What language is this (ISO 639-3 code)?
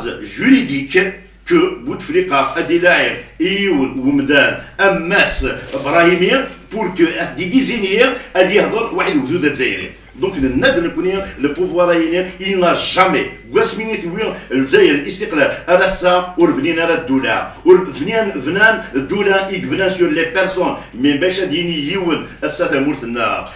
kab